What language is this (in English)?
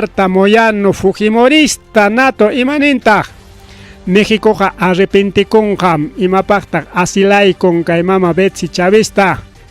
Ayacucho Quechua